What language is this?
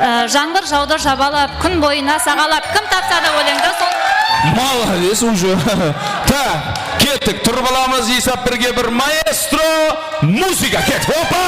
Kara-Kalpak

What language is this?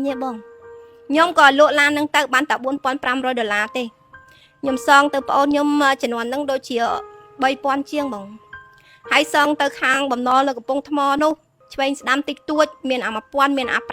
Khmer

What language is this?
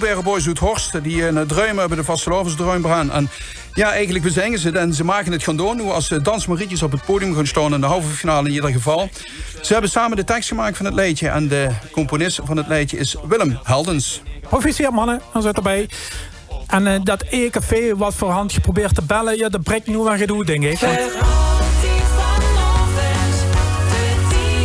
Limburgish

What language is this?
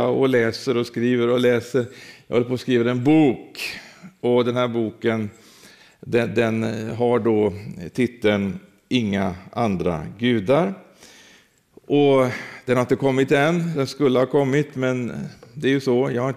Swedish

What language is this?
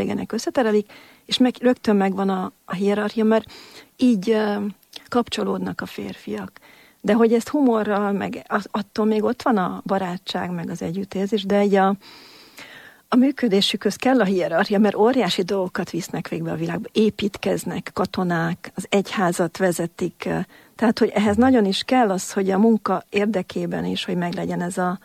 Hungarian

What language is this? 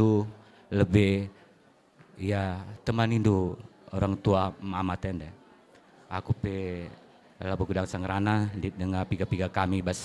Batak Karo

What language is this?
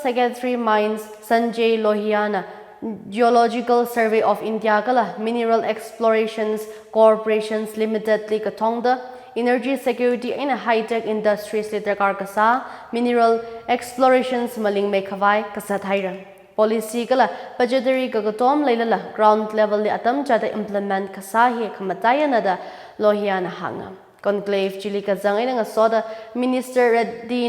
Tangkhul Naga (India)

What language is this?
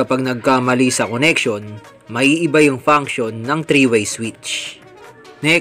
Filipino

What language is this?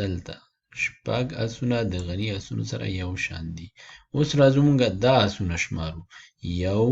Pashto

